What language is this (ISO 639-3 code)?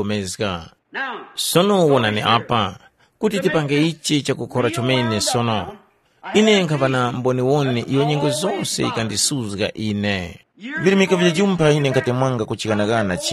tum